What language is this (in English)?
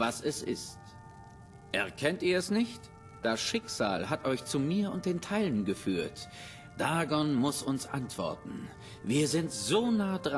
Bavarian